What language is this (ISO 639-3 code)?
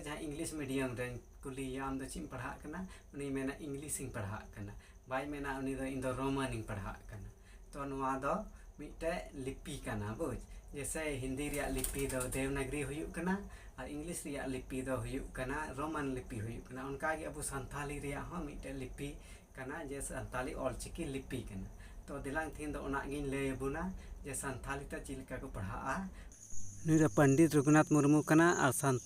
sat